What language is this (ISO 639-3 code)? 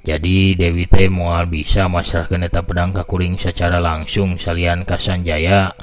sun